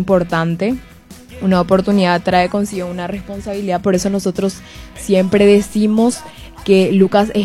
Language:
Spanish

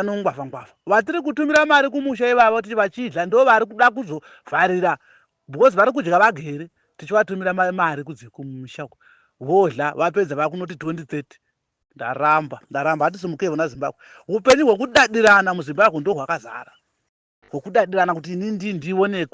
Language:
Shona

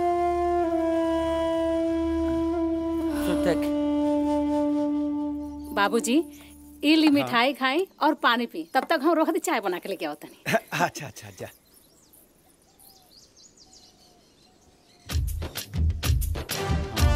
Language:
Bhojpuri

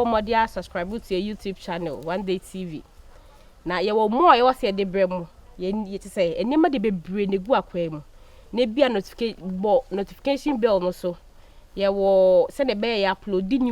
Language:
Akan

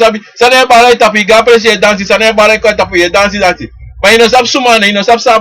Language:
Sranan Tongo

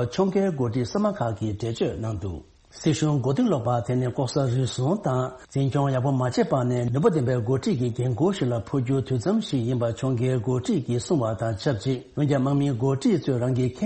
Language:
Tibetan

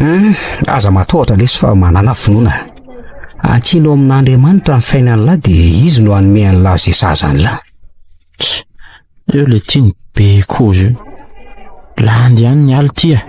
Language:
Malagasy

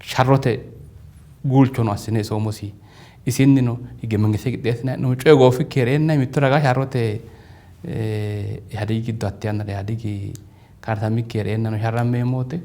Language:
Sidamo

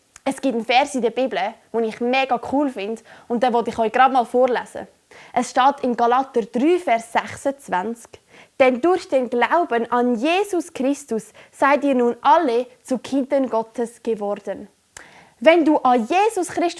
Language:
Swiss German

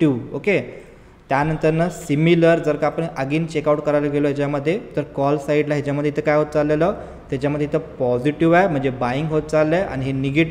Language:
Marathi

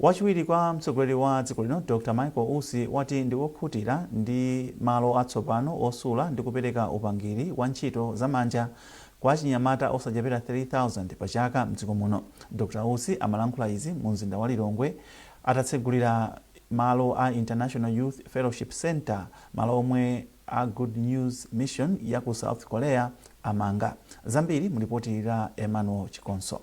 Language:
Nyanja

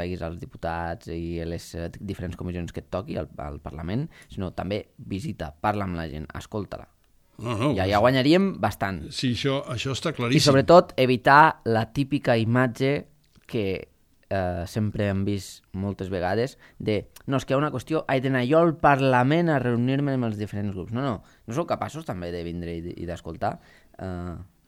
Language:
Catalan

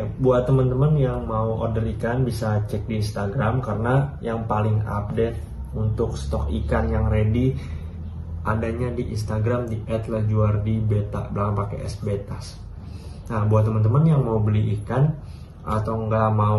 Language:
Indonesian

